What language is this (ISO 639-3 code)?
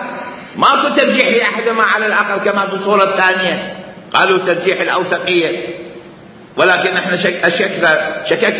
acm